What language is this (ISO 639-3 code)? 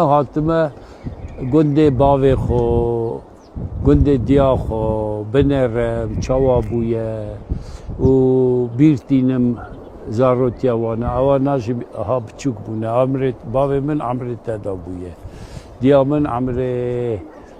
kur